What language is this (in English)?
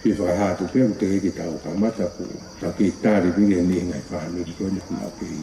Tongan